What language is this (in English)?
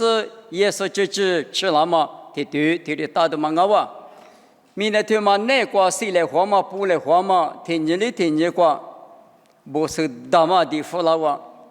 Lisu